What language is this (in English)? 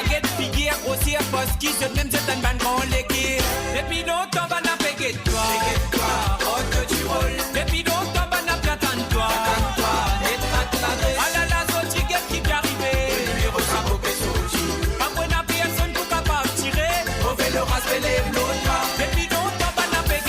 Morisyen